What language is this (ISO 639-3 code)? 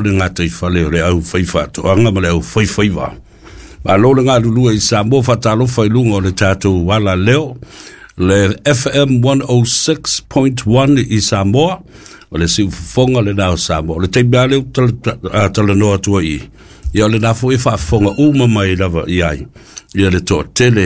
smo